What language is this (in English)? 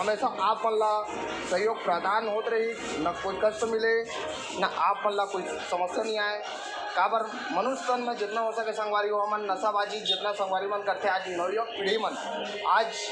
Chhattisgarhi